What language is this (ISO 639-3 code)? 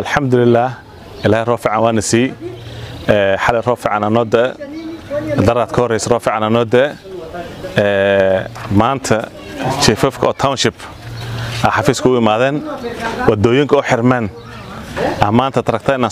som